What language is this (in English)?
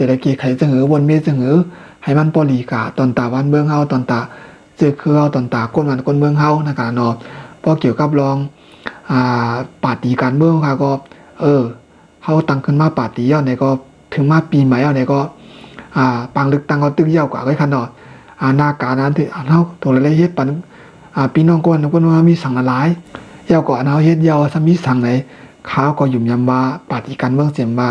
Shan